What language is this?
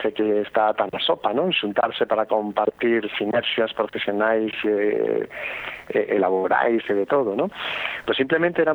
Galician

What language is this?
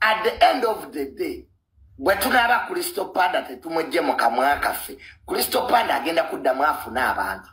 Ganda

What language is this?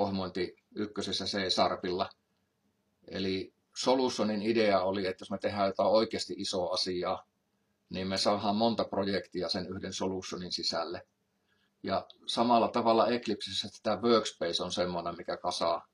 Finnish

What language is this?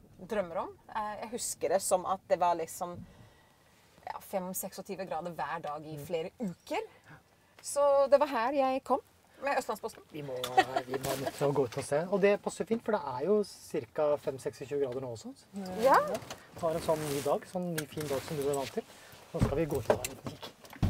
Norwegian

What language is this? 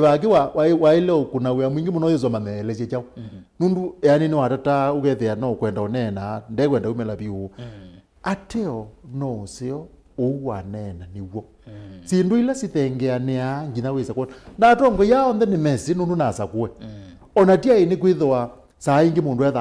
Kamba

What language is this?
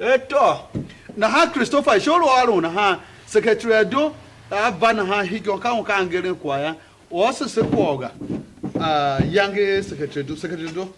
Tiv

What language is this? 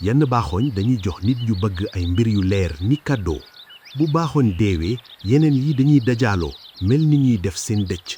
Wolof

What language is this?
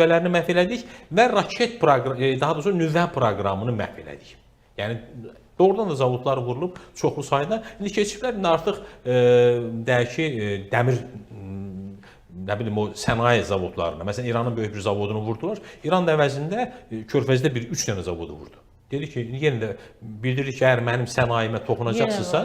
Azerbaijani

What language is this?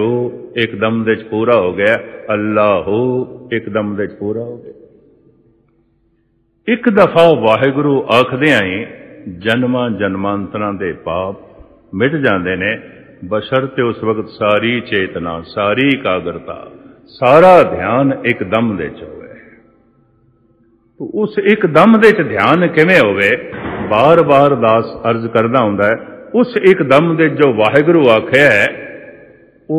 Punjabi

